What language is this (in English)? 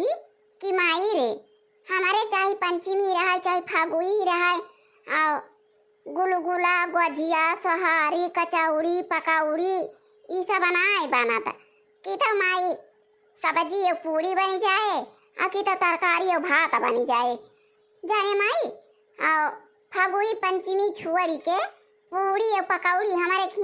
Awadhi